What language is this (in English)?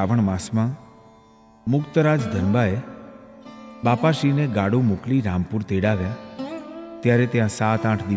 Gujarati